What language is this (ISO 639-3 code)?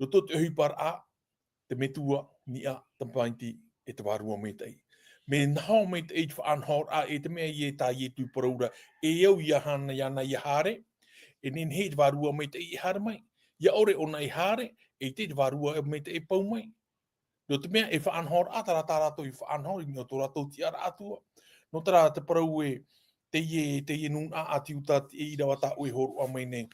tah